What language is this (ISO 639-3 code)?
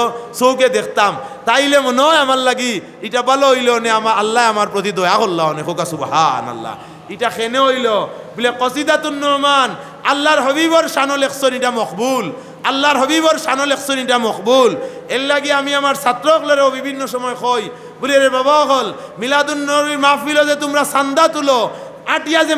syl